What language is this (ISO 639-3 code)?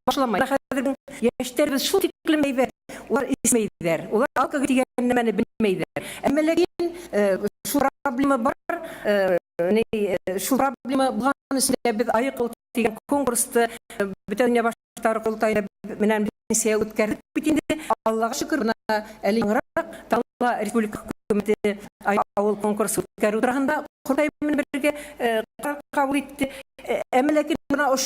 bak